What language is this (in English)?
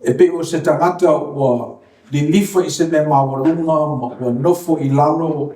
Samoan